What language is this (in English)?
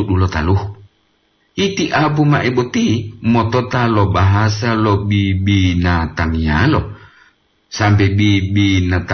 Gorontalo